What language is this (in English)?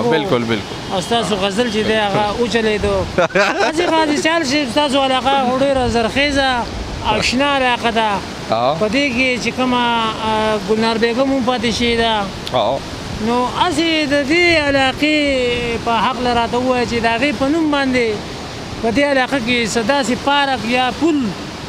Pashto